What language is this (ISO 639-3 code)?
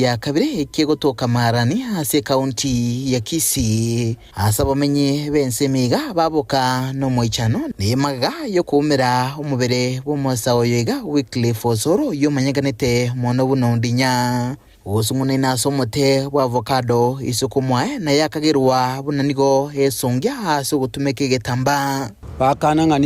guz